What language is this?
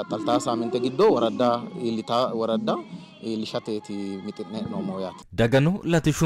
Sidamo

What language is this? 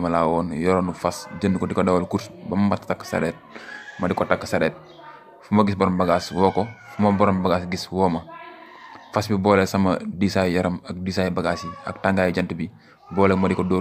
Wolof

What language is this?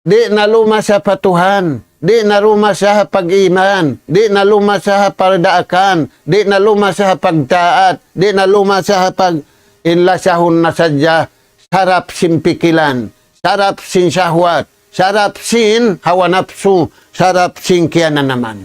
Tausug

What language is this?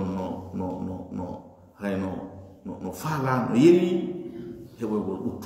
Fula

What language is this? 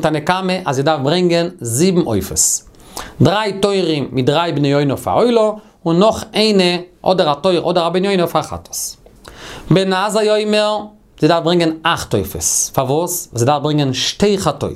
Yiddish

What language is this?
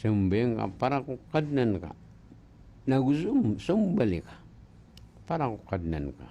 Maranao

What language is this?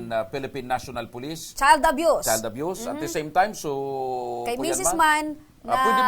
Bikol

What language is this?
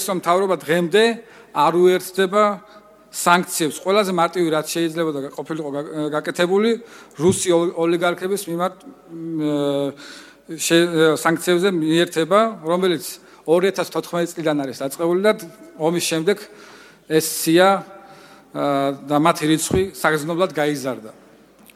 Georgian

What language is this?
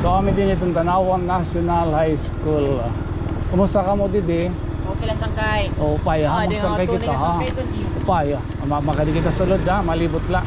Waray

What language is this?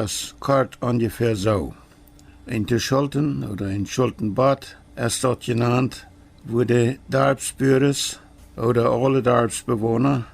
Plautdietsch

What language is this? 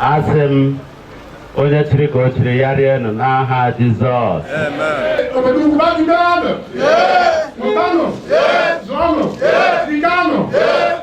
Igbo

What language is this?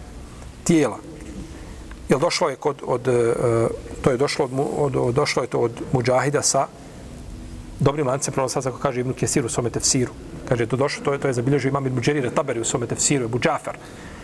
Bosnian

